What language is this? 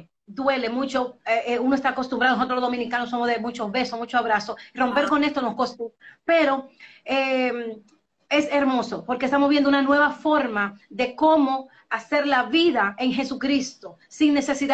Spanish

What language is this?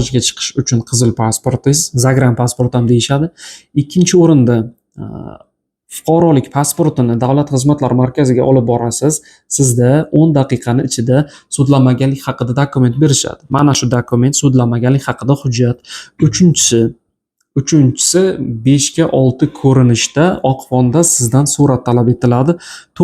Uzbek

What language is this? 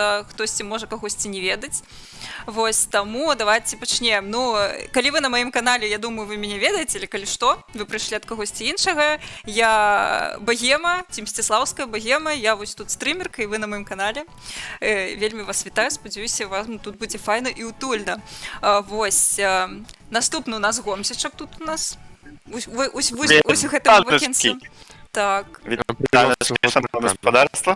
Belarusian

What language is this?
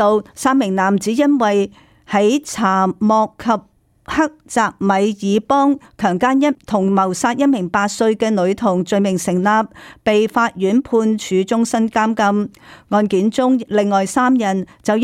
Cantonese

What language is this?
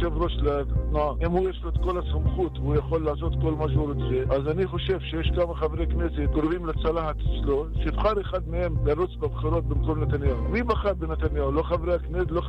Hebrew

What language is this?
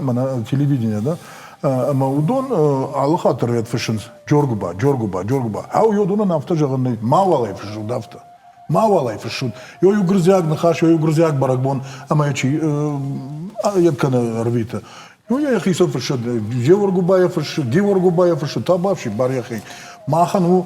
Ossetic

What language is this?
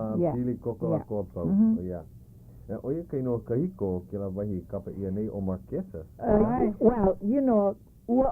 Hawaiian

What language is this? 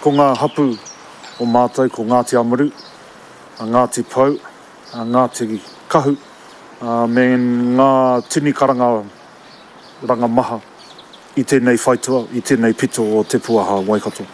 Māori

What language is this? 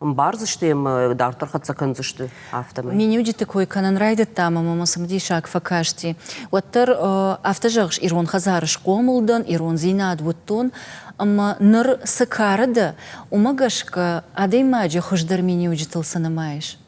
Ossetic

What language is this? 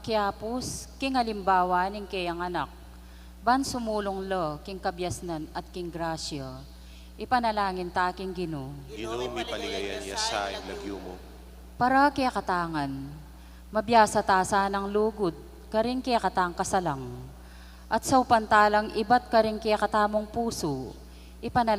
Pampanga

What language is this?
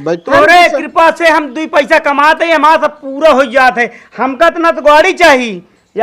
Awadhi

